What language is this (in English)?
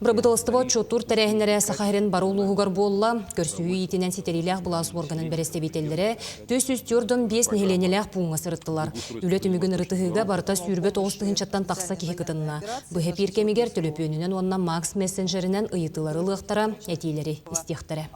Yakut